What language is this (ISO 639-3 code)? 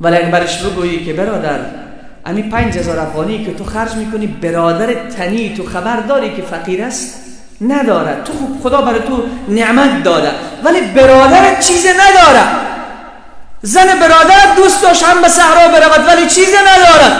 fas